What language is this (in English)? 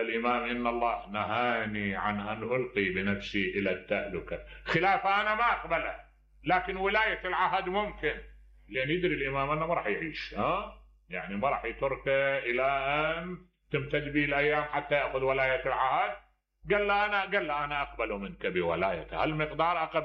Mesopotamian Arabic